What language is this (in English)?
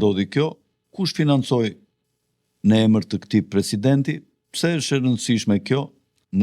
Albanian